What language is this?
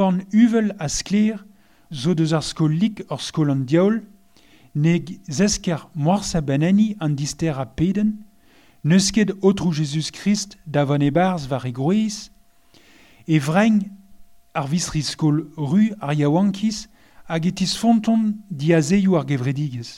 Breton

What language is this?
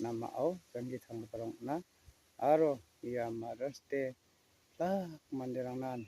Garo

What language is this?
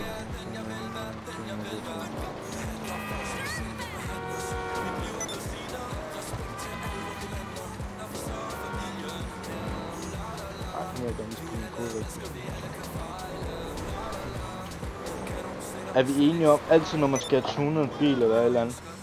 Danish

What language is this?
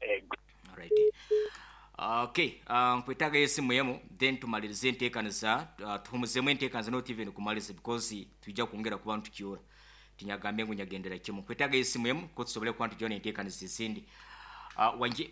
Nyankole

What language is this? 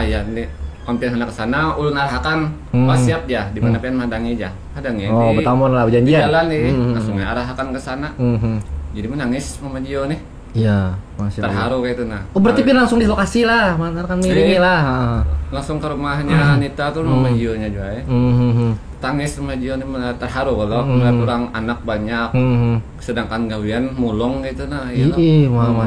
Banjar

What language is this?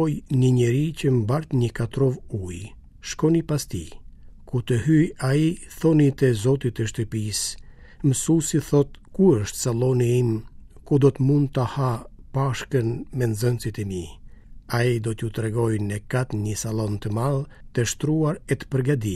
Albanian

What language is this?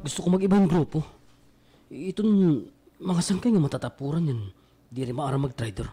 Waray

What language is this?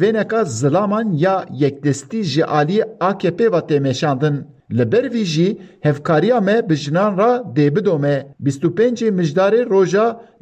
Kurdish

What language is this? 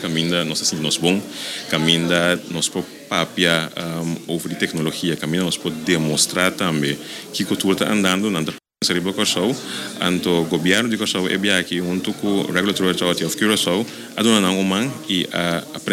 Papiamento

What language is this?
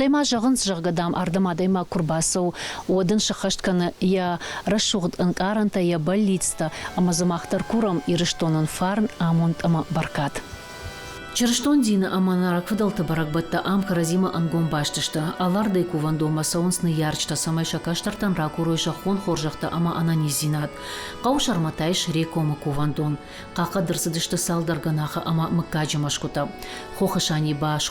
Ossetic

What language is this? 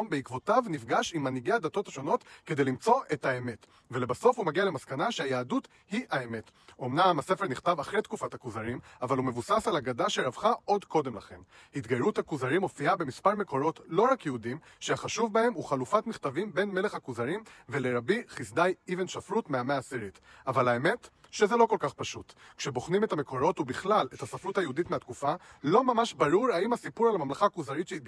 Hebrew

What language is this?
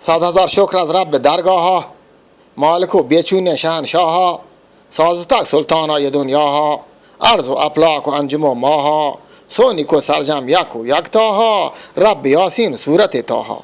Eastern Balochi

